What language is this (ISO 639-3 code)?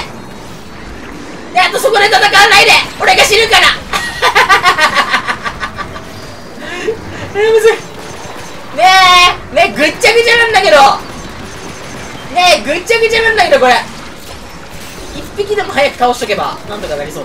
jpn